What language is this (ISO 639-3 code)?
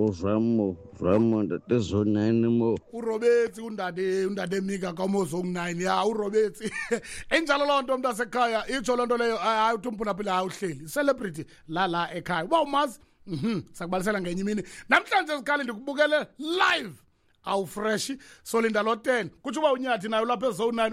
xho